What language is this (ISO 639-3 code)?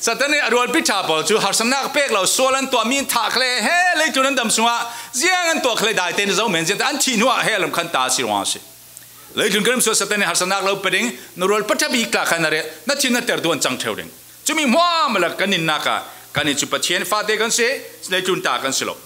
cfm